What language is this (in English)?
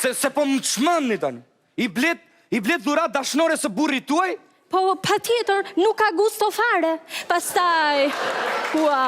Albanian